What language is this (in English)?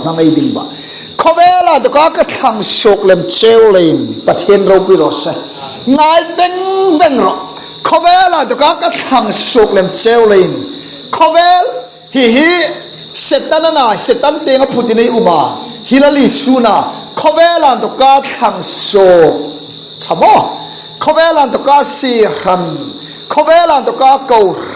Hmar